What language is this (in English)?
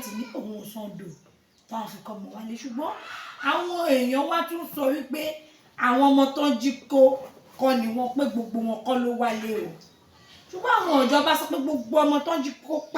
Yoruba